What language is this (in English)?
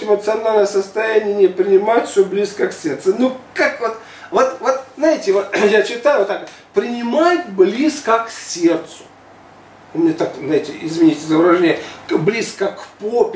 Russian